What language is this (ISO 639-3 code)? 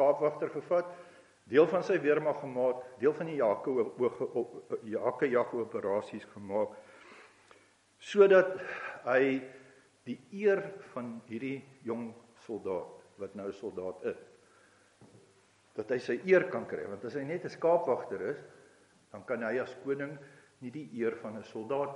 afr